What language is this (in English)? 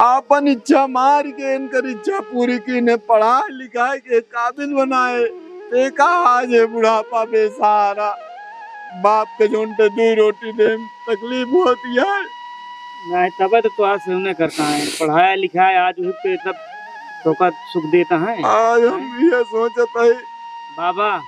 Awadhi